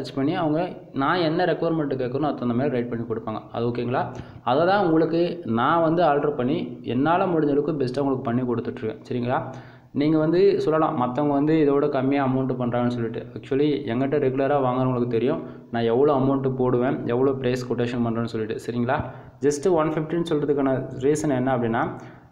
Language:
Tamil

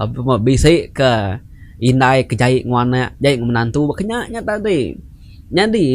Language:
Iban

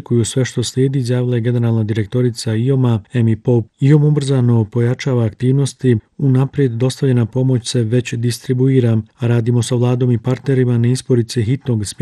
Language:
Bosnian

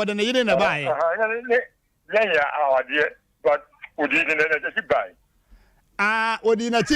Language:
Akan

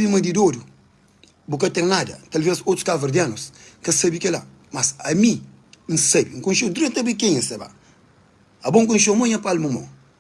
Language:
Kabuverdianu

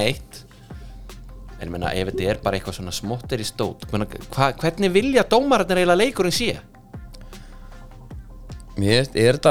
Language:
Icelandic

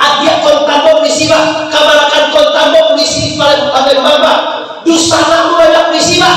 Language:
Minangkabau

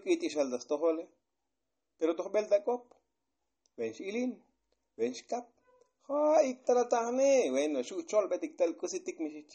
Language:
Tzotzil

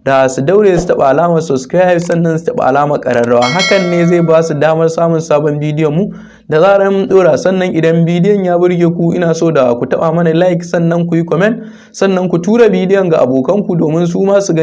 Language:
Hausa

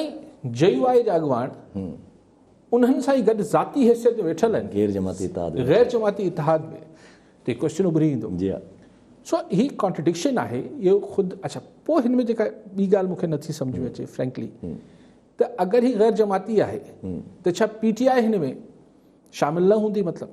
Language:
Sindhi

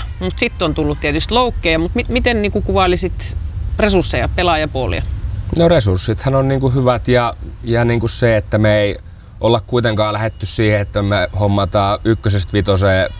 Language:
Finnish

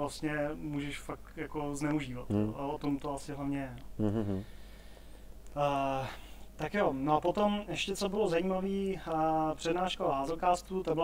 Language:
Czech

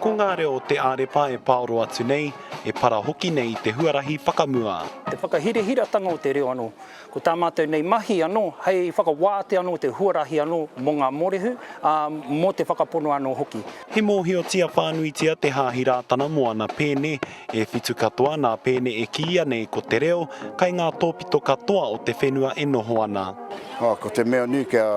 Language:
Māori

